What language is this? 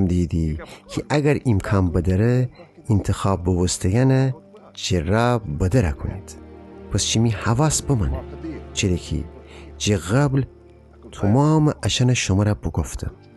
Gilaki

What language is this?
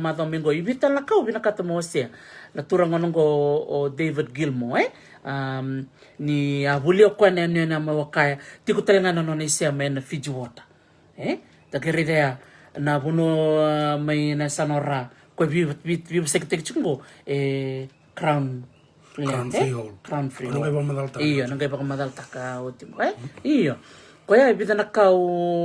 Fijian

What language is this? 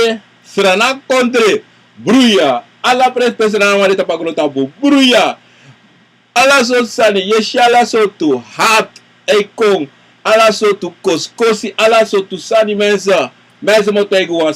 Sranan Tongo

